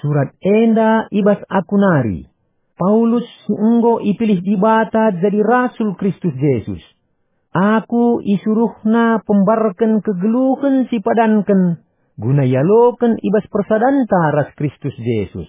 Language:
Batak Karo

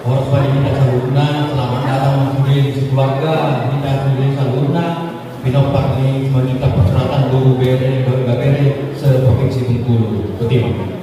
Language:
Batak Toba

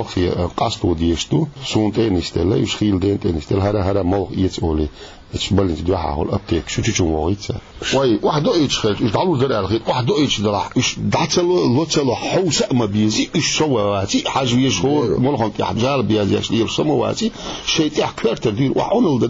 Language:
Chechen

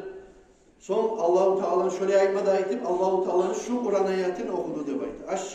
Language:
Kumyk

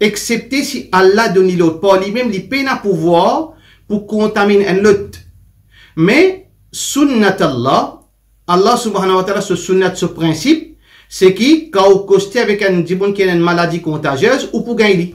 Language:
Morisyen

